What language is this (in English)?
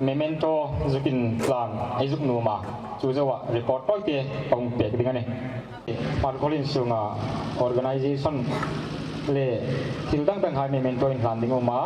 Hmar